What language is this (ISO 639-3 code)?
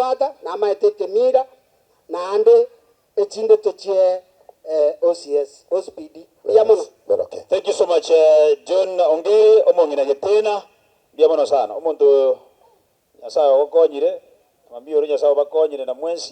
guz